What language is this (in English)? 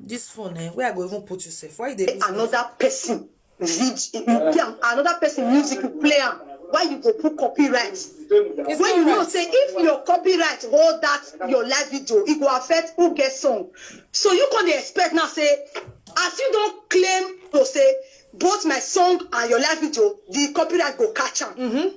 Nigerian Pidgin